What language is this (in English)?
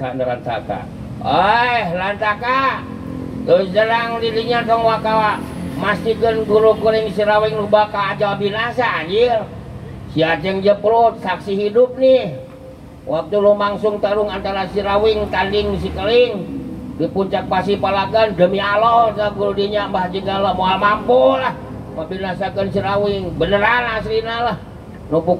Sundanese